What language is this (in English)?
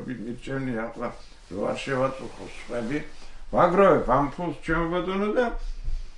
Georgian